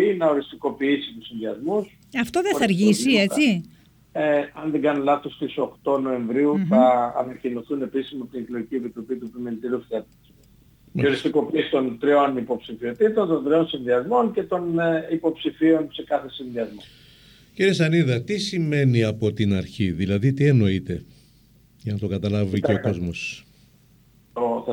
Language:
Greek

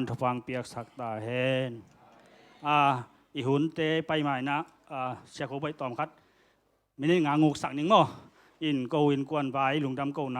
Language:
Tedim Chin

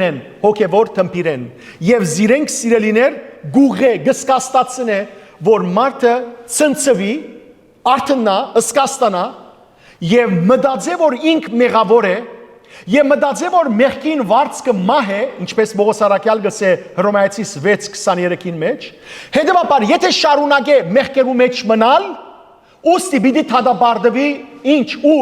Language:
Western Armenian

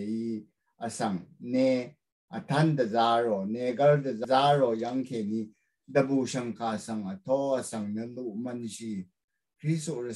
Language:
Rawang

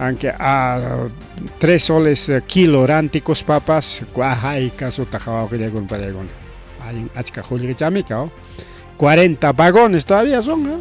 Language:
Ayacucho Quechua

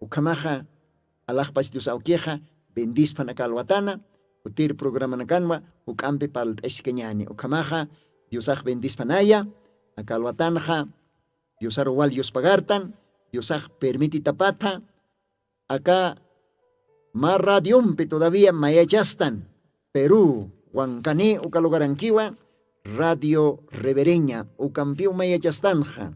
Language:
Aymara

